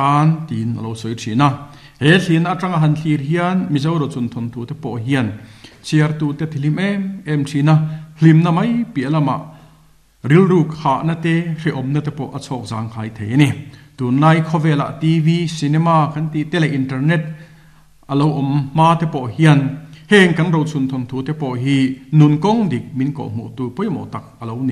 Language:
Mizo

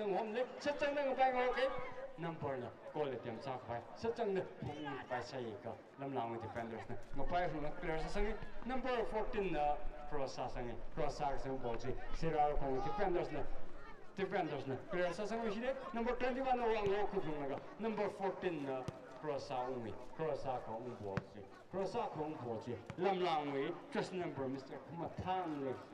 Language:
Tangkhul Naga (India)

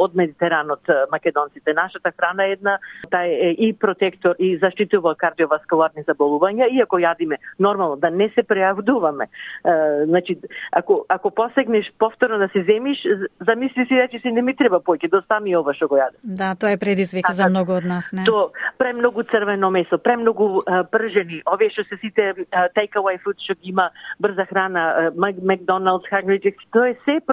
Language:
Macedonian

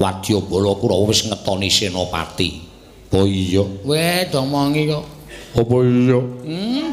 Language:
Javanese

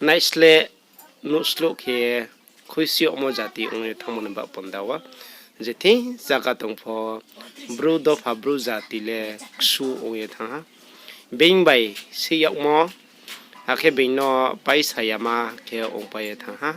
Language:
Riang (India)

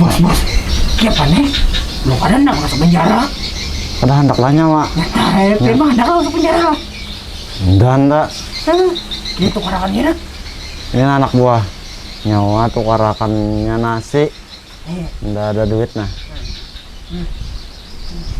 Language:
Banjar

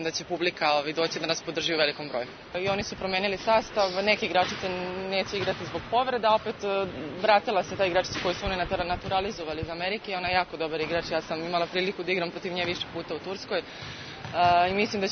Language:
Serbian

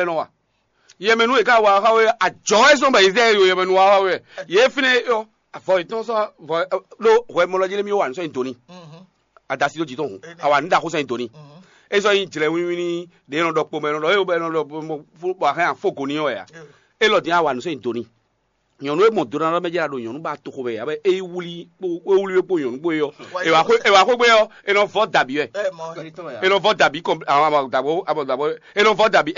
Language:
Fon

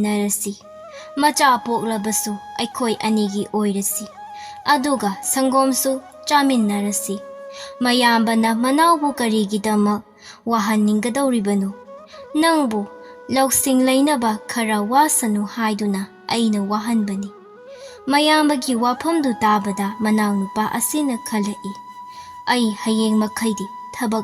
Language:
Manipuri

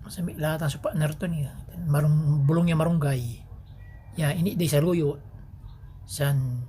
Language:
Pangasinan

